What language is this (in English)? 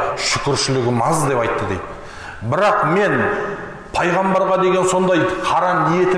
Kazakh